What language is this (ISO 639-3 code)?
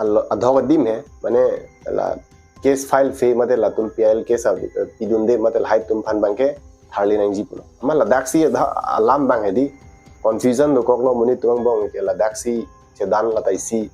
mjw